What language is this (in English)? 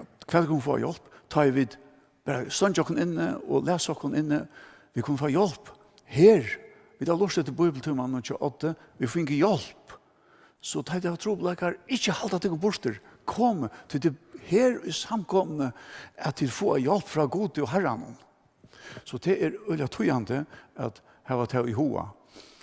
Faroese